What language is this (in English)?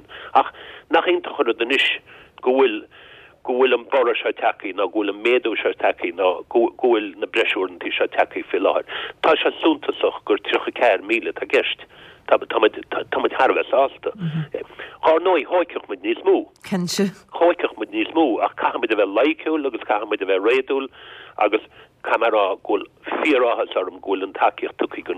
Irish